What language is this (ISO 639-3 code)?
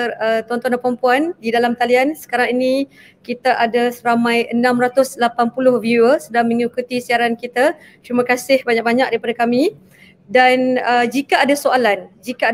msa